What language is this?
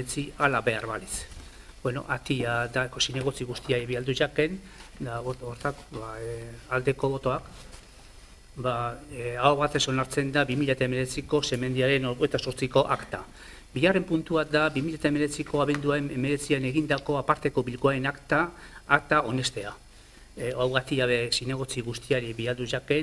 Basque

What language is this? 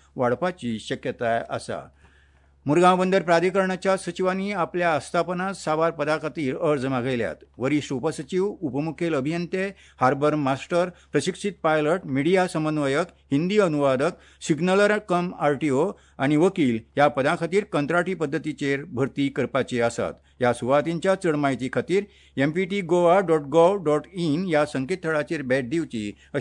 Konkani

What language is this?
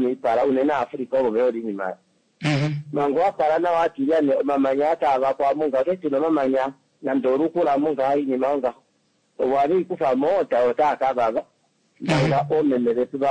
Swahili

